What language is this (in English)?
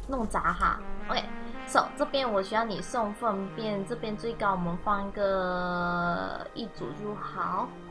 Chinese